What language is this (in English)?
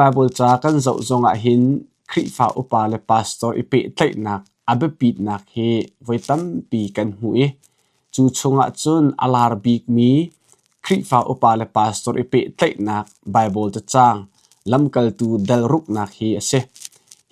Hakha Chin